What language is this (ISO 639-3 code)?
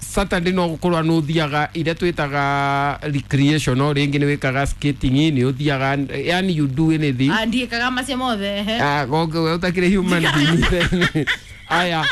kik